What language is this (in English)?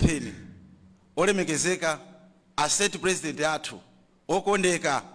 Nyanja